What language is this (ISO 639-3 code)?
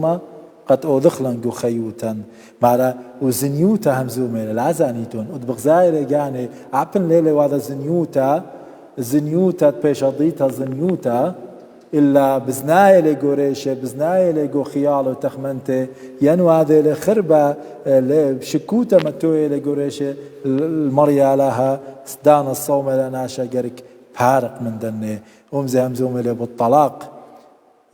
aii